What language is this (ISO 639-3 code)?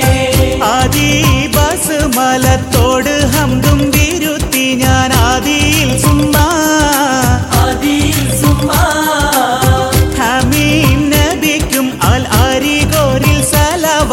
mal